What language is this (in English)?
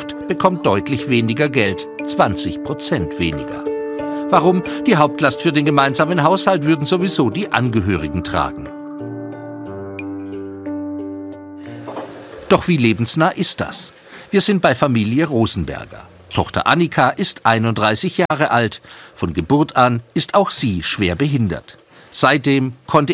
German